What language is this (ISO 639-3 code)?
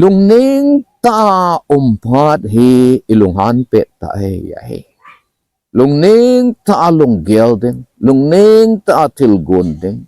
tcz